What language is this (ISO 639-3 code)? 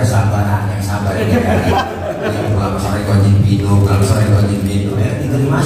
bew